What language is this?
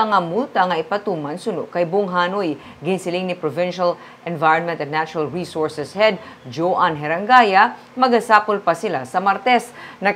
Hiligaynon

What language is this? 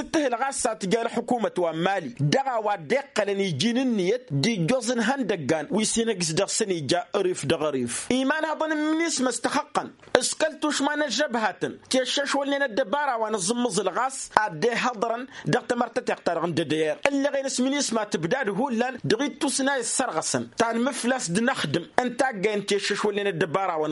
Tamasheq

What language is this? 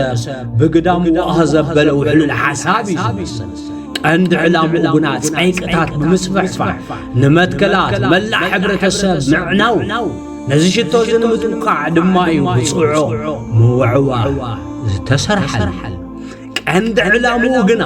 Tigrinya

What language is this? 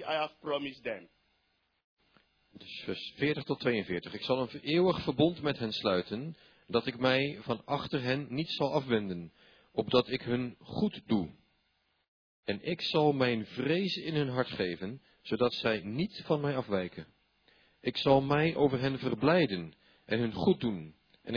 Dutch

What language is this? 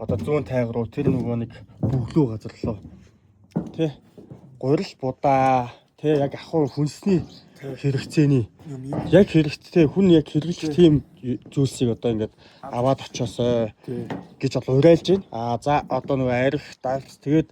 Mongolian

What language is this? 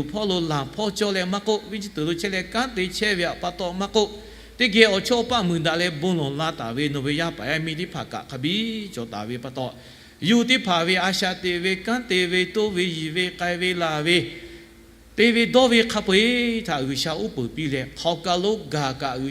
Lahu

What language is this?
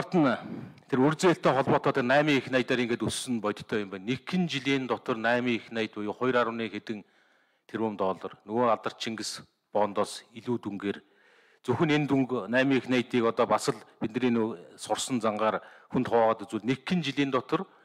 Mongolian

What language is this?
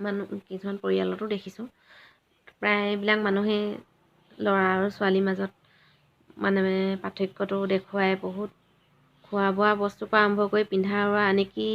Assamese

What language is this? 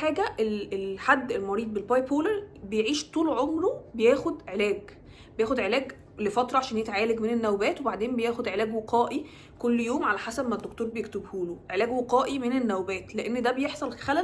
Egyptian Arabic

